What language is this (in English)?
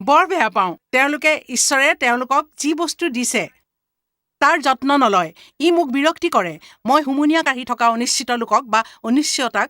Assamese